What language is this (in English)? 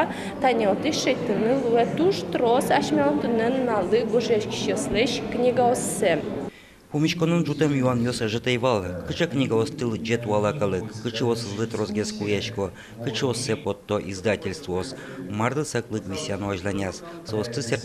Udmurt